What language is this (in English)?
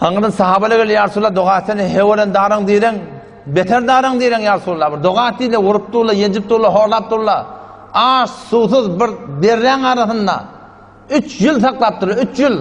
Turkmen